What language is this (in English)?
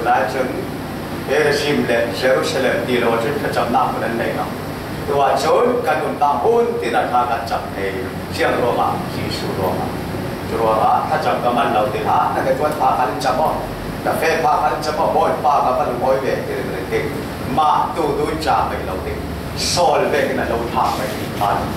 Falam Chin